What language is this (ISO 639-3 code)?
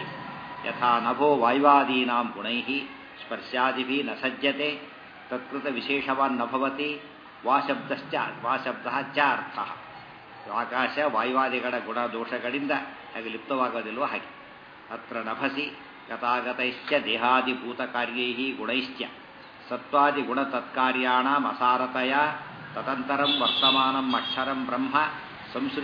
kan